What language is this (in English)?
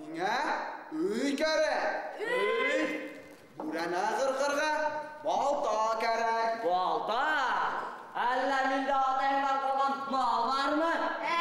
Bashkir